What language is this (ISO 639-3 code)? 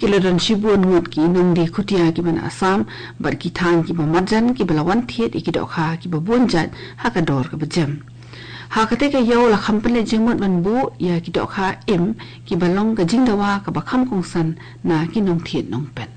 kha